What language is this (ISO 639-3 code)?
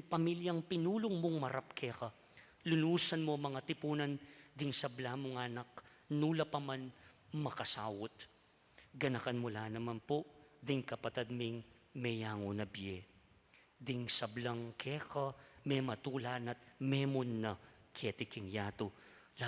pam